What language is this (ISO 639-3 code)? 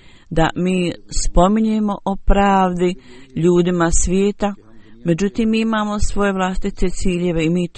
bos